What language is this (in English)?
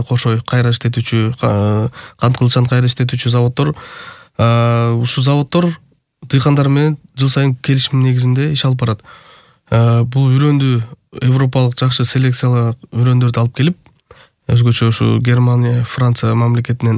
Kyrgyz